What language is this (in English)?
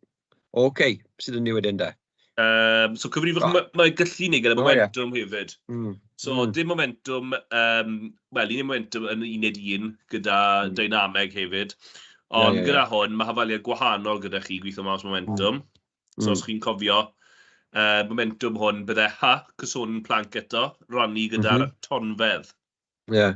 Welsh